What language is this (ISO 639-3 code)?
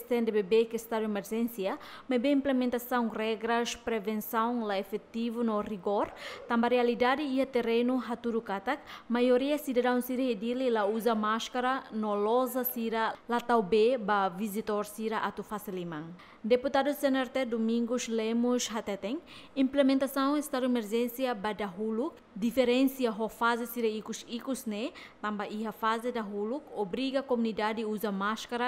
tet